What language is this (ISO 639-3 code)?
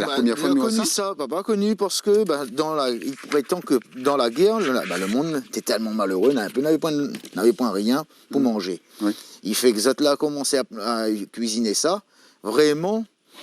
rcf